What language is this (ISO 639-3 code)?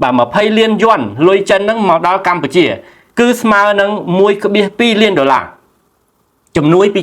khm